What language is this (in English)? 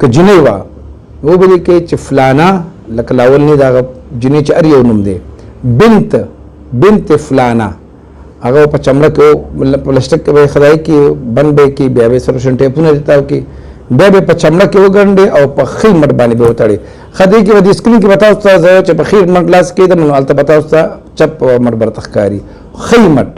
Pashto